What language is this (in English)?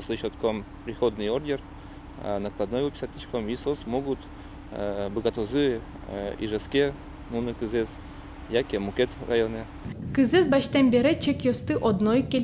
Udmurt